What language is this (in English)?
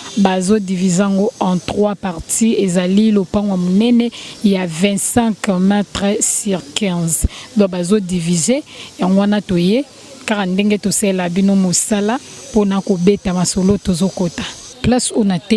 Lingala